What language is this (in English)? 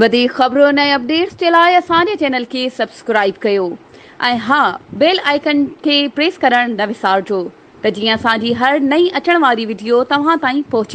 Sindhi